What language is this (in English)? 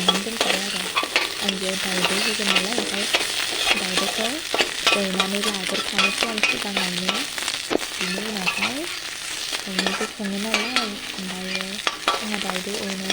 Bodo